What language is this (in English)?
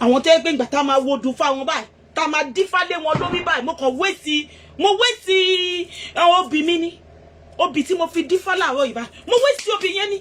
Yoruba